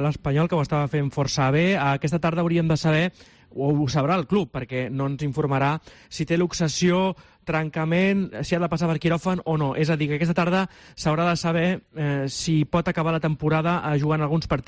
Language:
Catalan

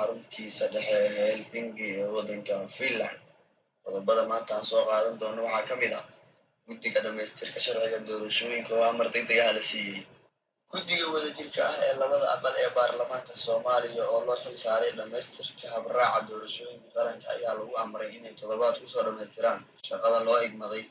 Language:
Somali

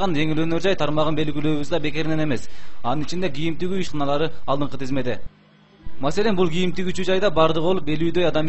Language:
Kyrgyz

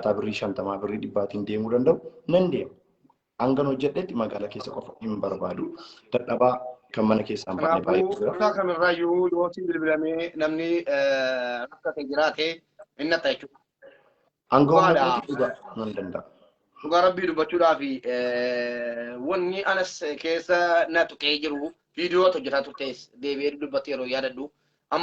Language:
Oromo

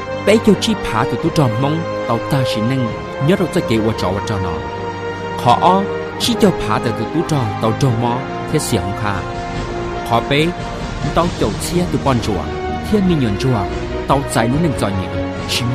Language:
Hmong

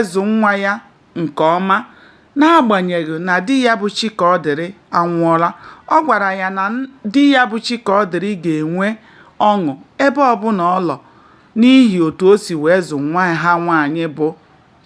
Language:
Igbo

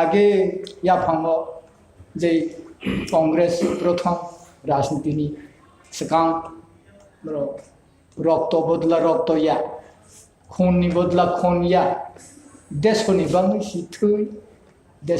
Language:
Kok Borok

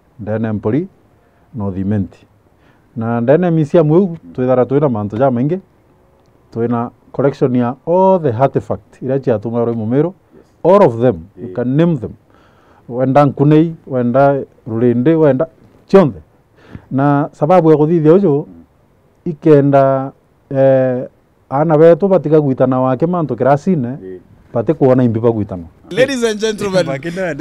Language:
Meru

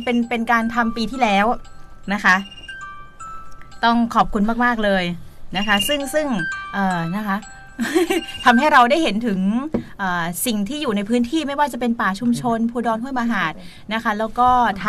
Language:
Thai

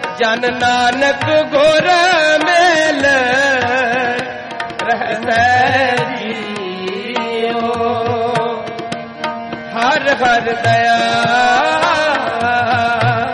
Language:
Punjabi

